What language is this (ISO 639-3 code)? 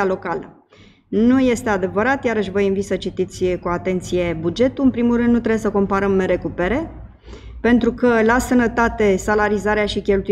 ron